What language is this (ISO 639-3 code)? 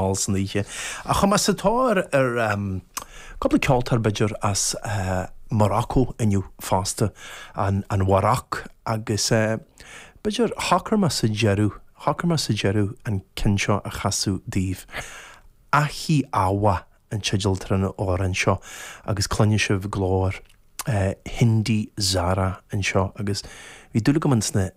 gle